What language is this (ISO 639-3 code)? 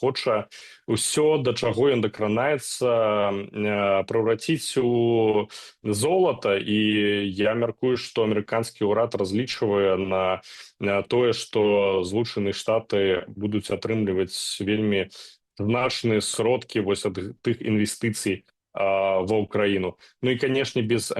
bel